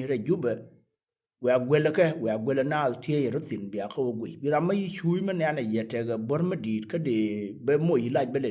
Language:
Nuer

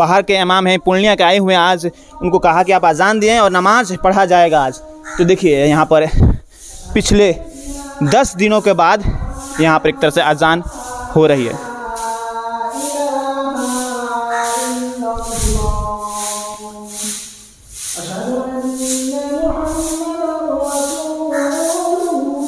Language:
Hindi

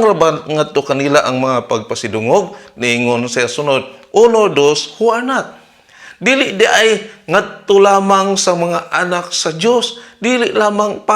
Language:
Cebuano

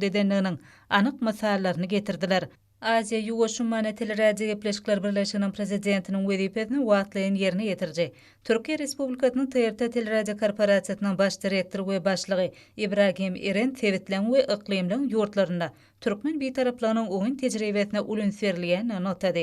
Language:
Turkmen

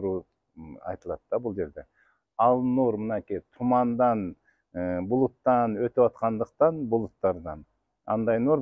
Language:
Kyrgyz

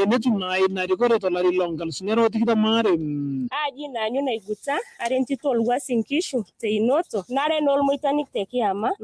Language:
Masai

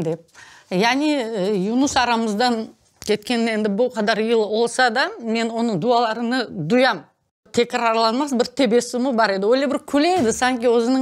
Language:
Crimean Tatar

